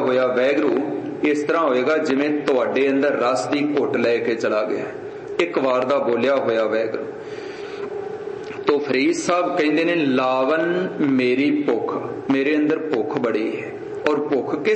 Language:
Punjabi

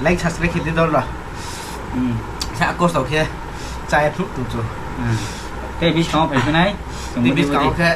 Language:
Riang (India)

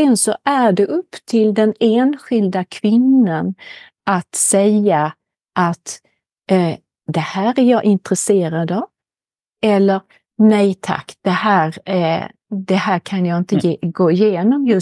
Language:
Swedish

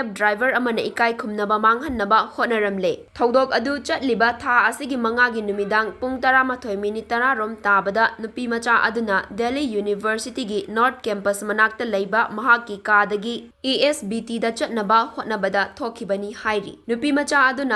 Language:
Manipuri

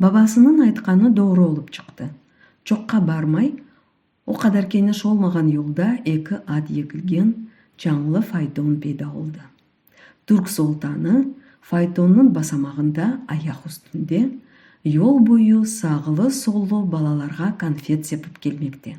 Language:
Crimean Tatar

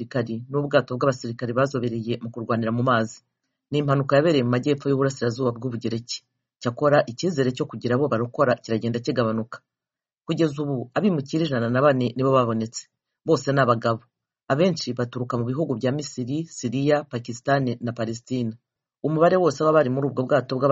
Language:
Kinyarwanda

